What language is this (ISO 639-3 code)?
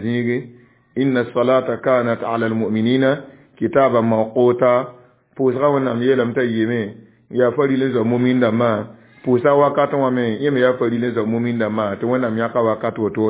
mos